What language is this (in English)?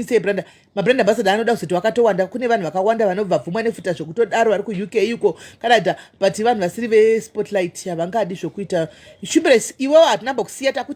Shona